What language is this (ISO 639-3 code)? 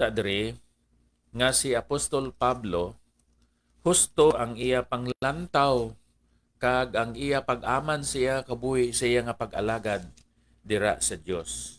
hil